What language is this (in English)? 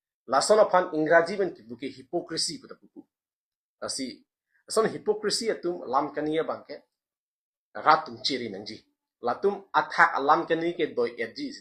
Karbi